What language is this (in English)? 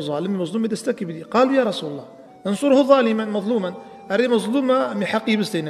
Kurdish